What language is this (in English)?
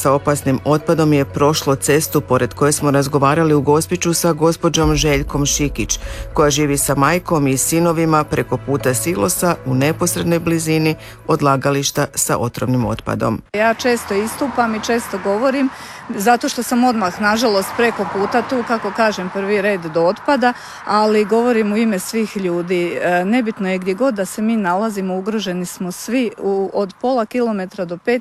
Croatian